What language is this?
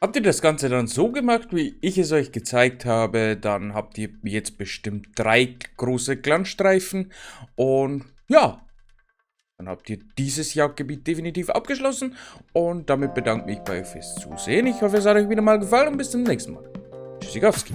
Bavarian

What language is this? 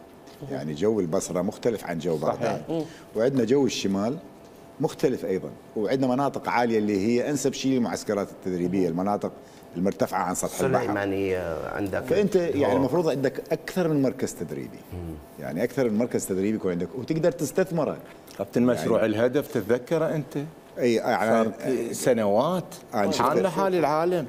Mesopotamian Arabic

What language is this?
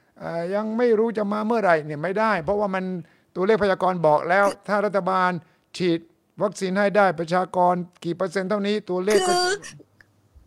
Thai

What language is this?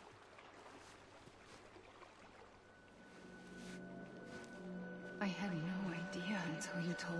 English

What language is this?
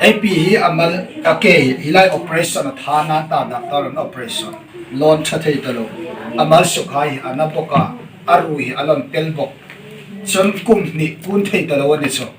Hmar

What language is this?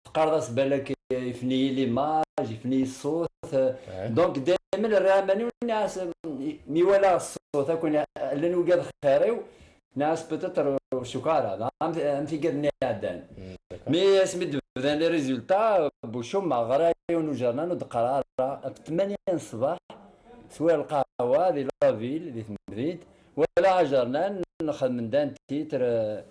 Kabyle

